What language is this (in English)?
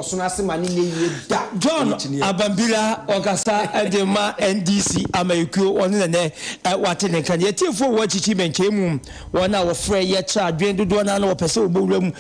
Akan